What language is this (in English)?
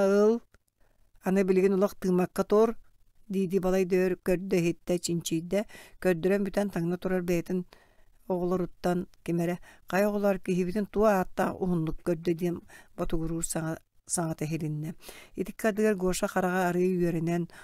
Yakut